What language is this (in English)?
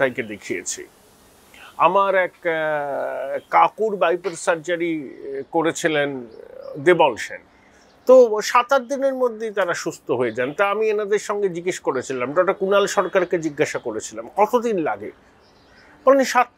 Bangla